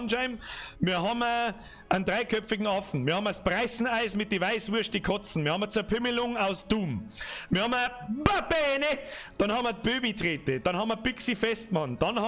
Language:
Bavarian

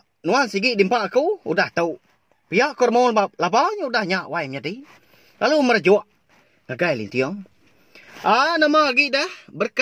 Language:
Iban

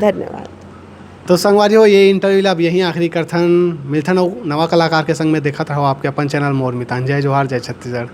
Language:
Chhattisgarhi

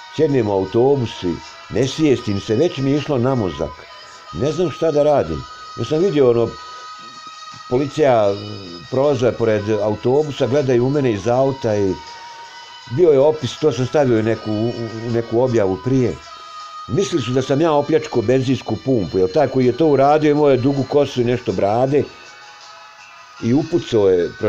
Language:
Bosnian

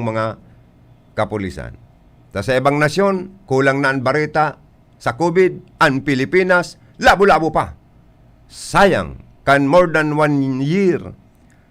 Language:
Bikol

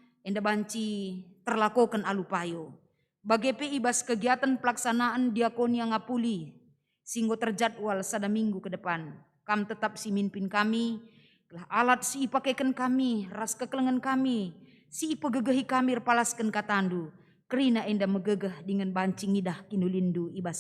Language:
Batak Karo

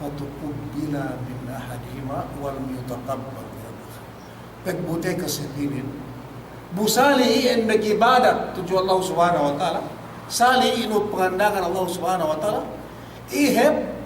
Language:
Yakan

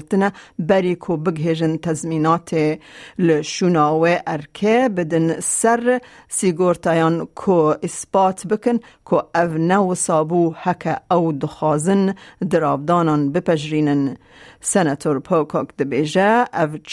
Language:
Kurdish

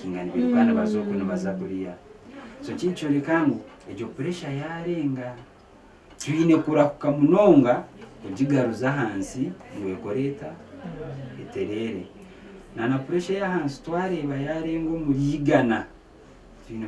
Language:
Nyankole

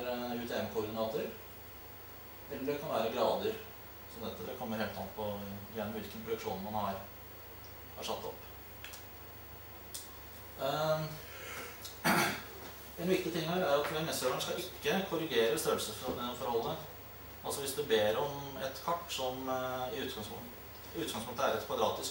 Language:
Norwegian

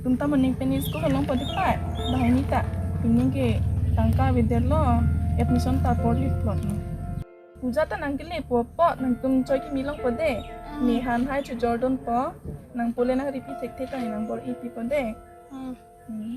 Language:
Karbi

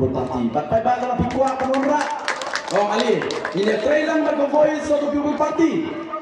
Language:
Khasi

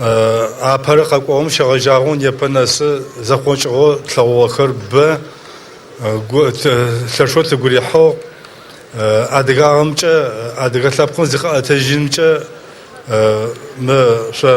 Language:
Adyghe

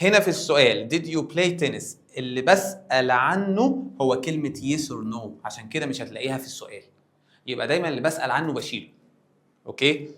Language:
Egyptian Arabic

